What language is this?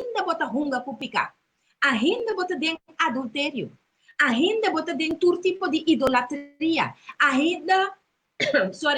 Papiamento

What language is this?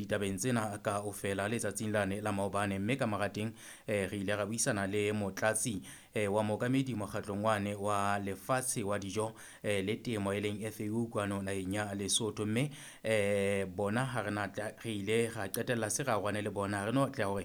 Southern Sotho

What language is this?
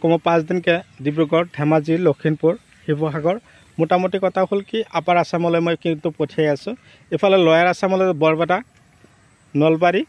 Assamese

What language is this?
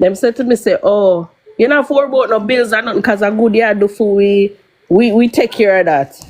Jamaican Creole English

